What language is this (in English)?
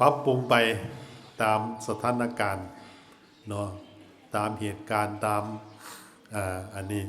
Northeastern Thai